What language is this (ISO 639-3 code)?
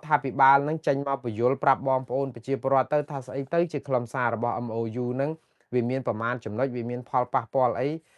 khm